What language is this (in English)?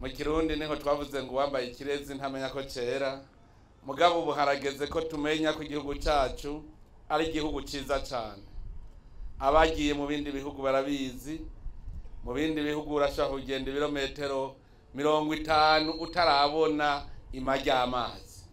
Rundi